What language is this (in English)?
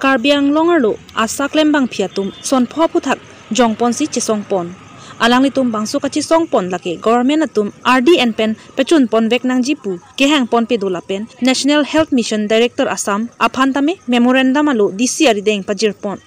Karbi